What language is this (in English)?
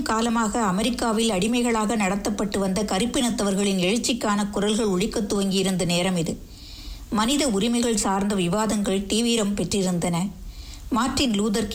Tamil